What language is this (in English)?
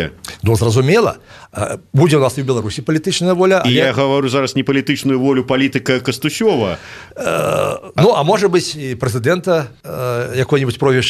Belarusian